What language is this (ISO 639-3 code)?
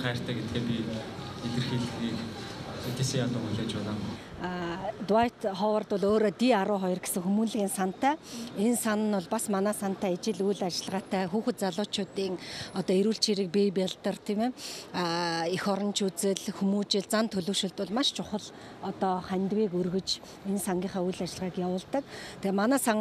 mon